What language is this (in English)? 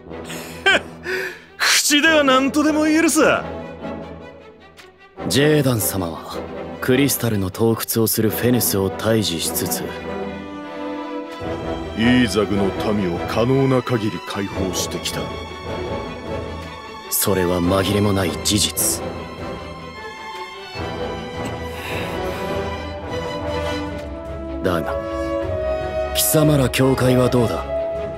Japanese